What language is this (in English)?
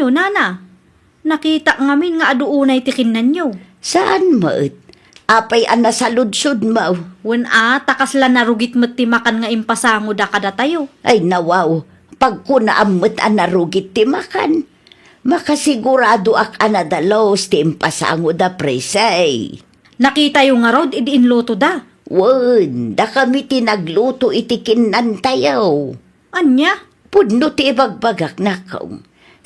Iloko